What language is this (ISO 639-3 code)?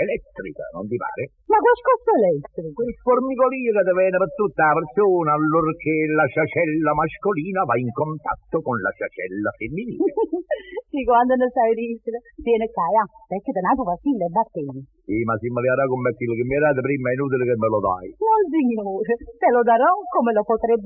nap